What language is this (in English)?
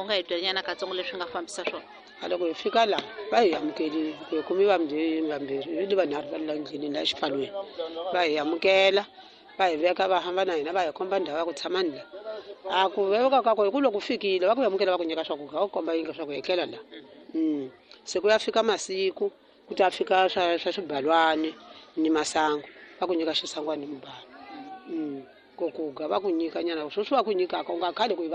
Tsonga